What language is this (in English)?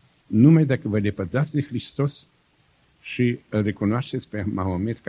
Romanian